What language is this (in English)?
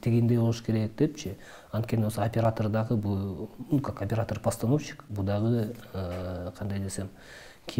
Kyrgyz